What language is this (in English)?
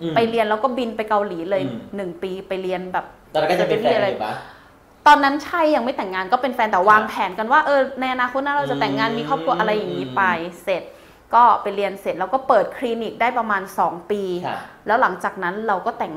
Thai